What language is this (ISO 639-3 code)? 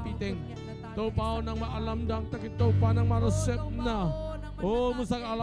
ctd